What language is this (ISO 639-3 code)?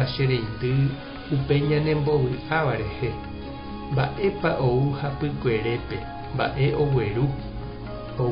grn